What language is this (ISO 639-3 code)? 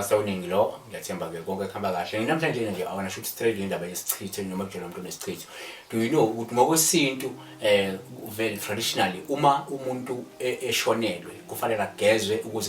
zul